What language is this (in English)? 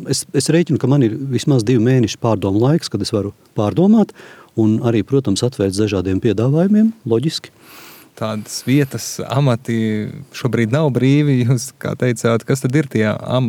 Latvian